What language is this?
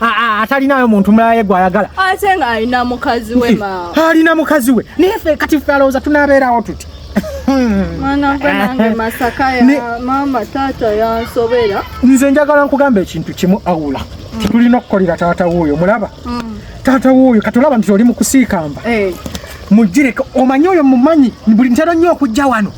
Ganda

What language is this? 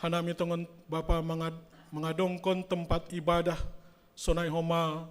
Batak Simalungun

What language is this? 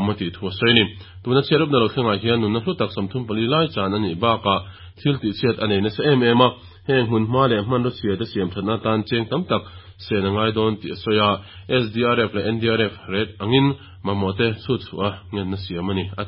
Mizo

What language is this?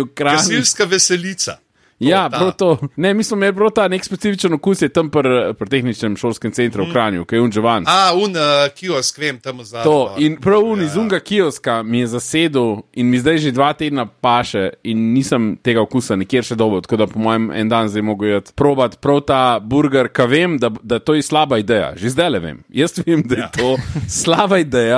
Slovenian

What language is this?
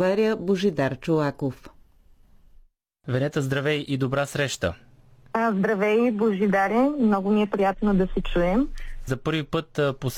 Bulgarian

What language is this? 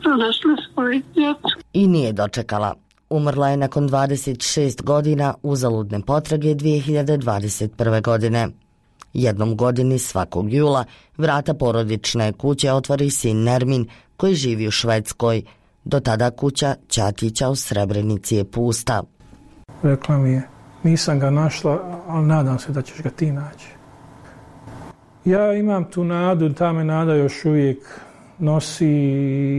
Bosnian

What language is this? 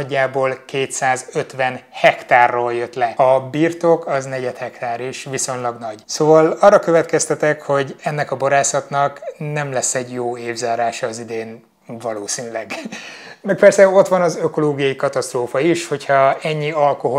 Hungarian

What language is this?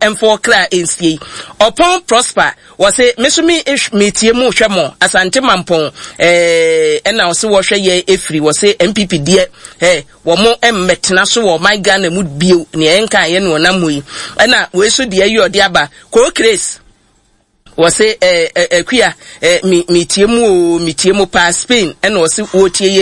Akan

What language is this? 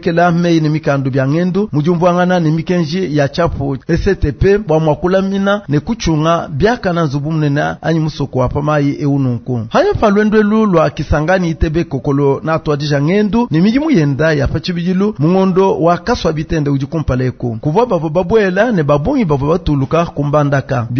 Luba-Lulua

